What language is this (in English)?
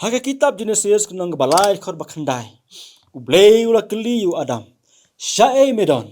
Khasi